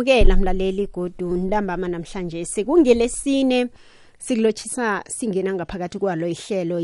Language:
South Ndebele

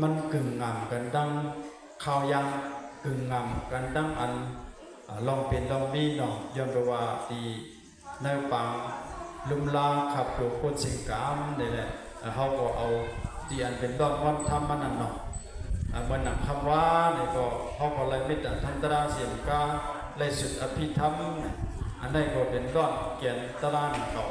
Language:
Shan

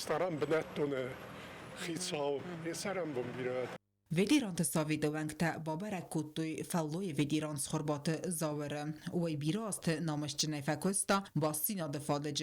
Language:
Ossetic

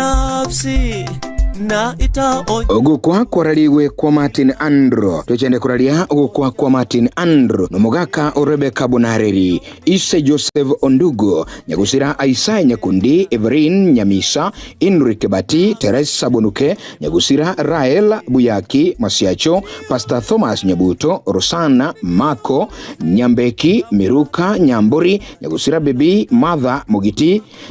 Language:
Gusii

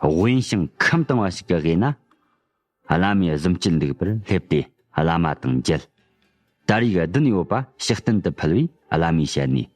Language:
Tibetan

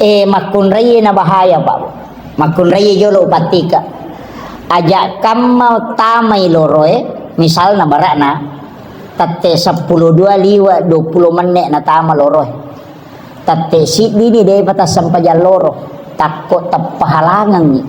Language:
Buginese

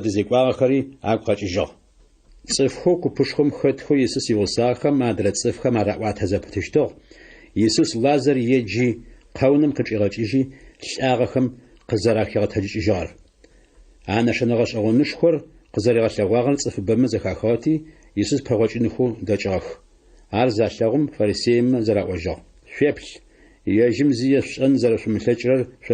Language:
Adyghe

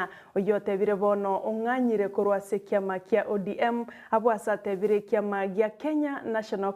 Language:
Gusii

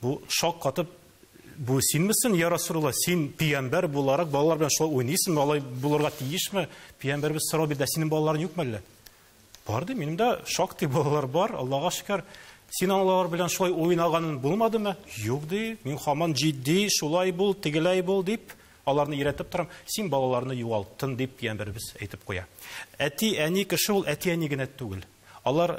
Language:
Tatar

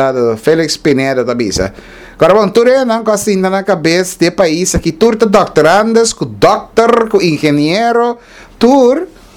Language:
Papiamento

